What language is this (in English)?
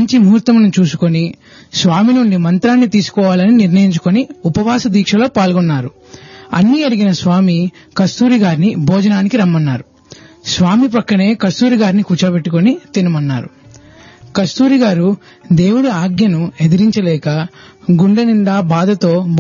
Telugu